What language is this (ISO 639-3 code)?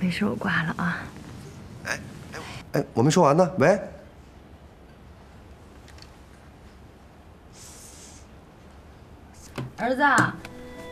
zho